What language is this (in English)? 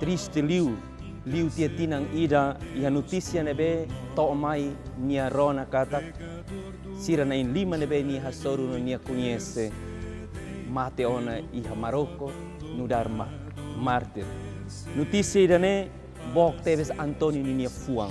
Tetum